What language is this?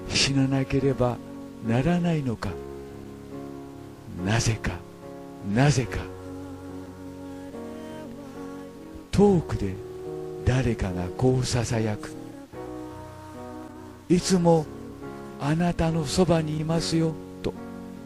Japanese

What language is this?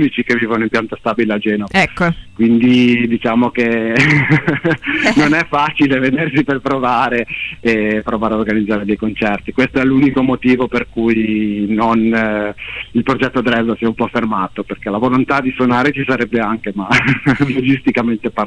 Italian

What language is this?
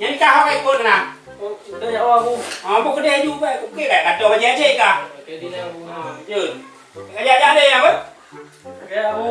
Achinese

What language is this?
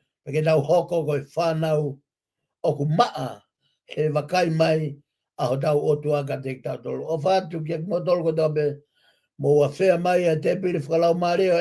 Tongan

